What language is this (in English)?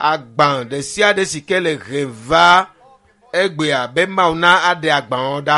Ewe